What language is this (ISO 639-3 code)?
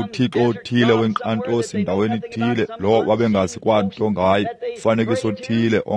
xho